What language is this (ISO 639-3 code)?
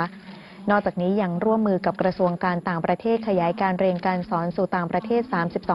tha